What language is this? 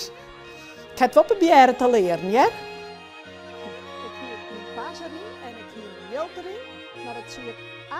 Western Frisian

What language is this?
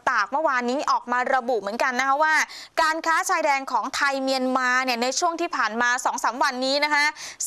Thai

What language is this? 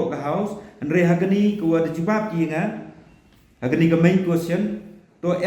Pnar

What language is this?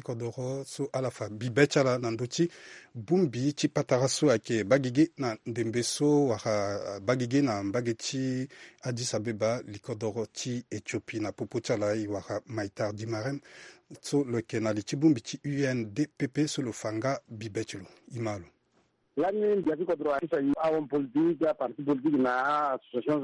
Sango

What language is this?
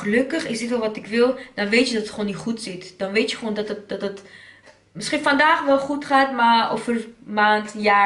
Dutch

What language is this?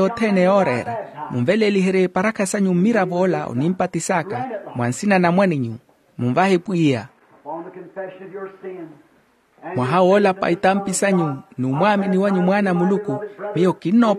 Makhuwa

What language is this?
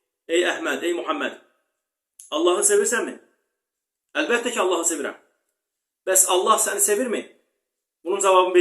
Azerbaijani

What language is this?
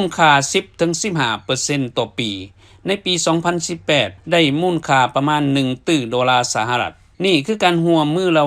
Lao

